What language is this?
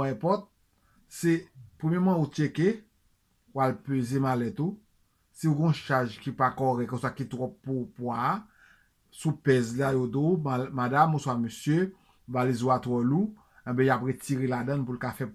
Haitian Creole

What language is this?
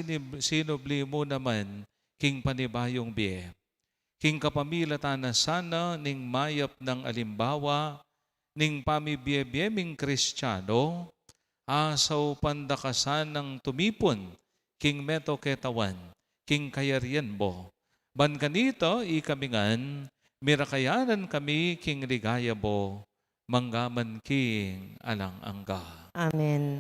Pampanga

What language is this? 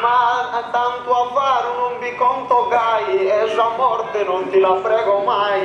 Sardinian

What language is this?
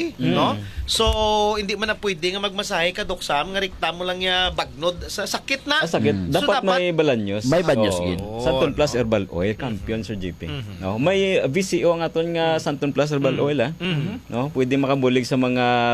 Hiligaynon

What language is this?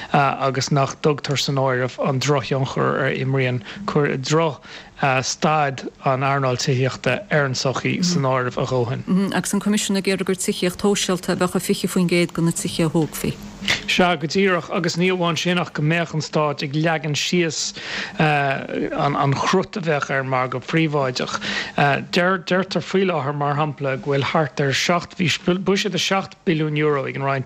Irish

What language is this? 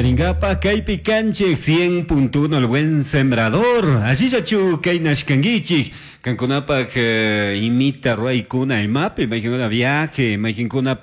Chimborazo Highland Quichua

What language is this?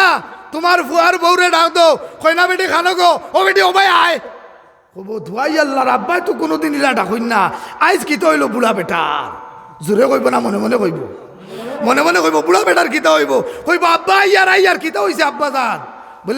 Sylheti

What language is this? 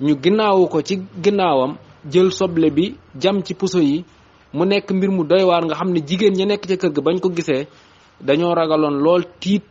Wolof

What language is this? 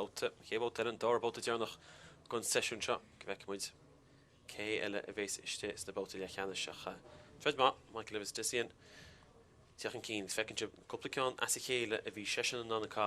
Irish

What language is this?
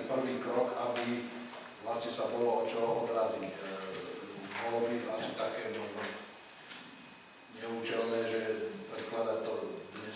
Slovak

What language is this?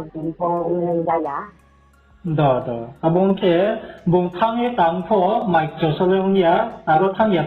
Riang (India)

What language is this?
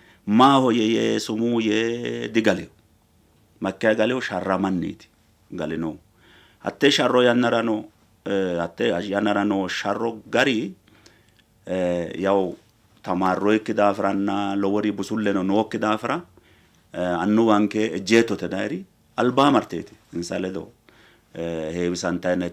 Sidamo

